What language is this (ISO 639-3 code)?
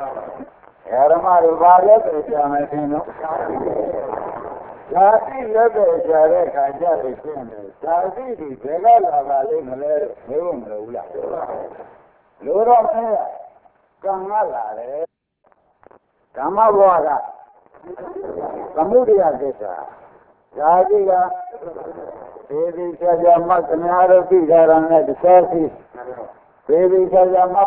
mya